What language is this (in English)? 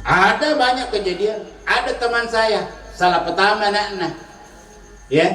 Buginese